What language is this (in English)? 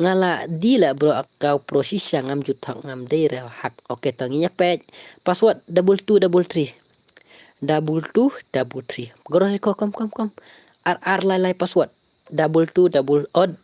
Khasi